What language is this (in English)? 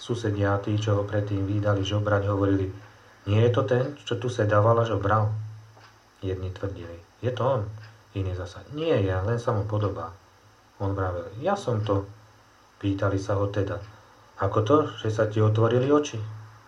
Slovak